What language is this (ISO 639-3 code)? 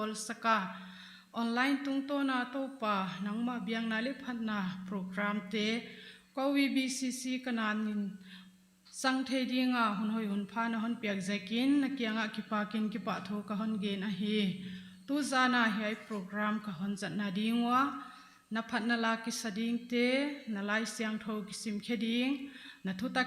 pck